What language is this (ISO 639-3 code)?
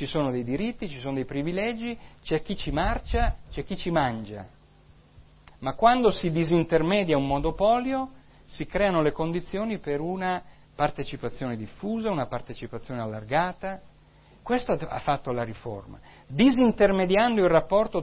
ita